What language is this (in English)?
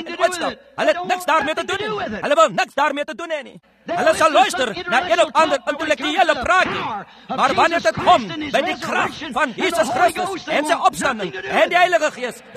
Afrikaans